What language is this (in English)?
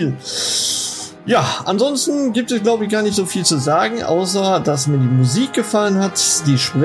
German